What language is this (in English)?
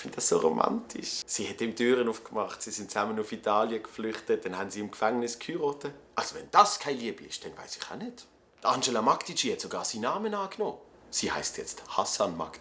Swiss German